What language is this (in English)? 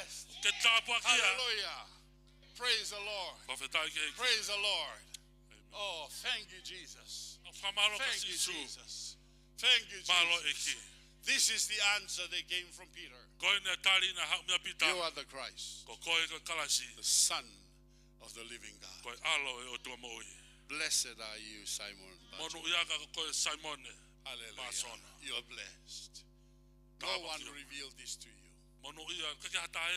Tongan